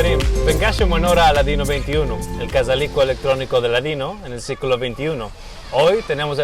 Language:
Ladino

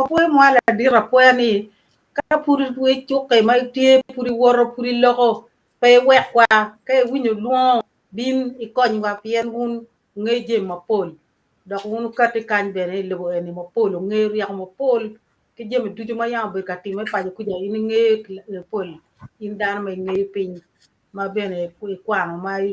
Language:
Acoli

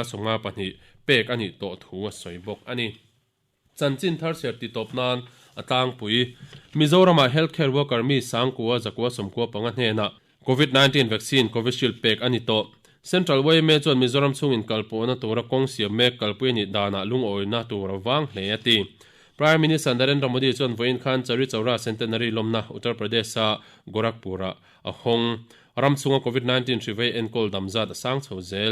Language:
Mizo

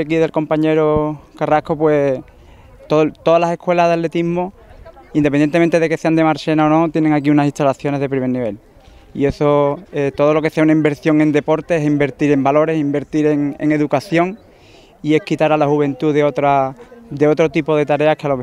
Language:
Spanish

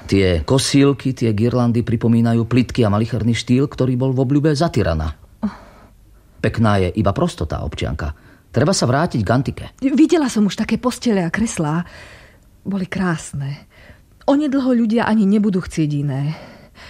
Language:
Slovak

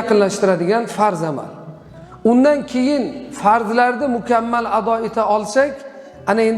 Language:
Uzbek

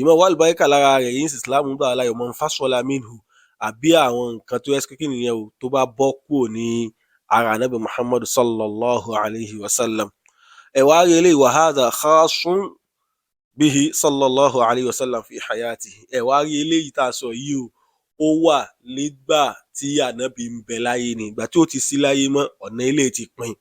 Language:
Yoruba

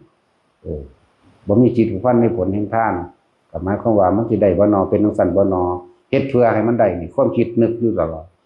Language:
Northeastern Thai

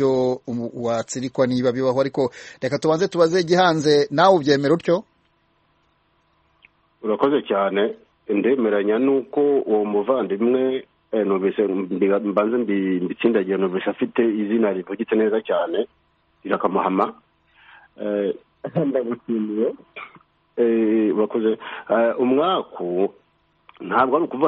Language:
Kinyarwanda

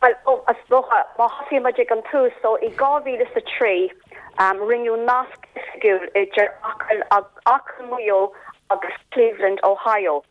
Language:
Irish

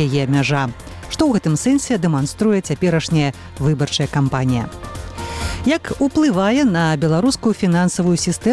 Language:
Belarusian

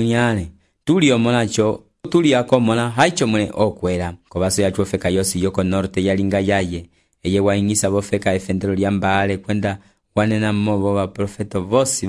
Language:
Umbundu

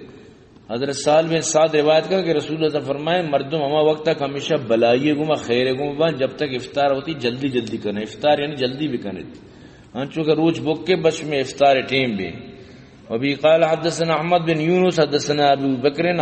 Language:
Baluchi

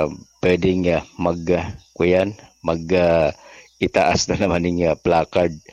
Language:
Bikol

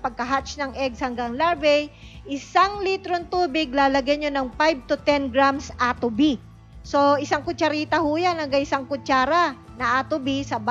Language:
Filipino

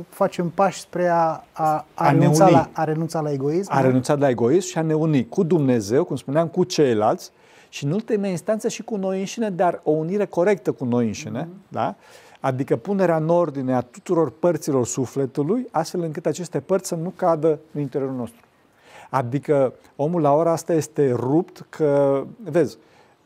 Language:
Romanian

